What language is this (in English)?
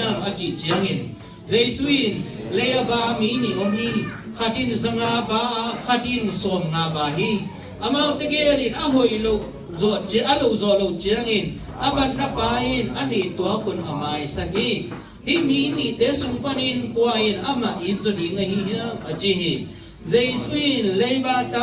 Tedim Chin